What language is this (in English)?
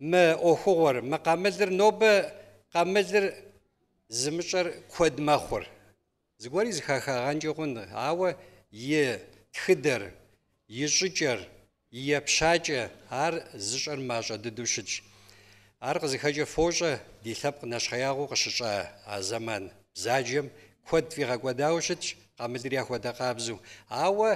Kabardian